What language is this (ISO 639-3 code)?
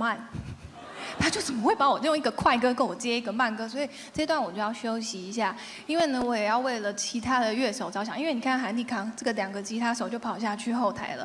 zho